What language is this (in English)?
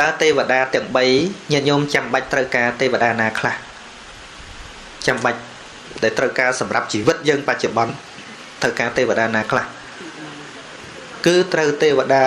Khmer